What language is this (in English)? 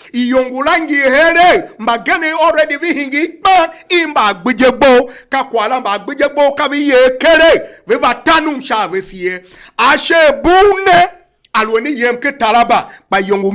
Tiv